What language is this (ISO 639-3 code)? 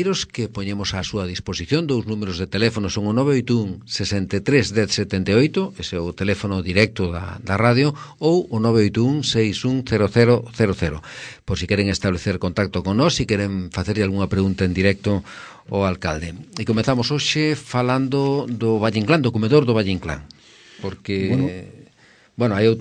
glg